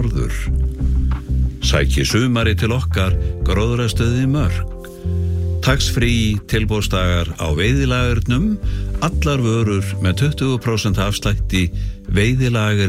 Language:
Icelandic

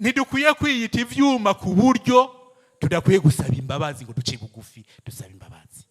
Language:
Rundi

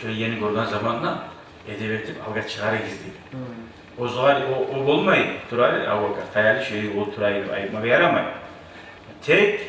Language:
Kumyk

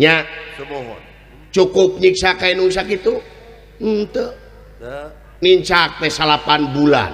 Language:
Sundanese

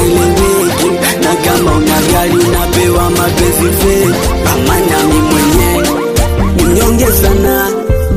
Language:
Swahili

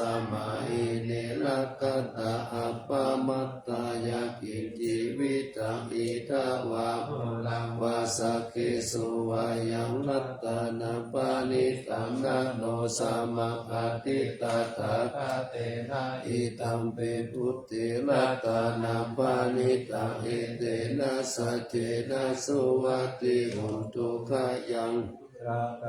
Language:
Pali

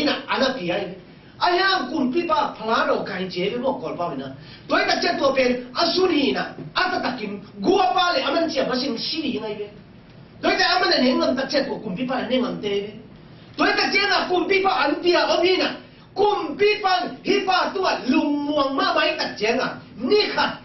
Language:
Tedim Chin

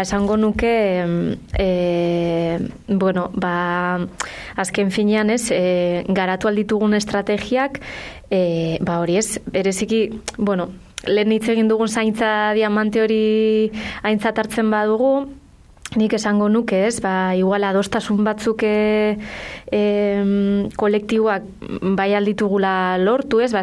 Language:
Basque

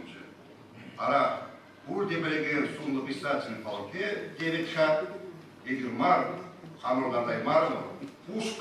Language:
Chuvash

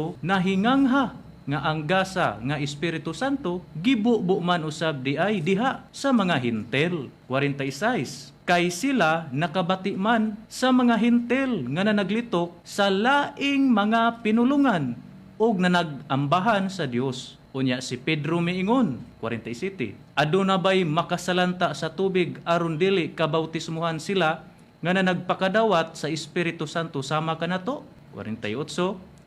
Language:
Cebuano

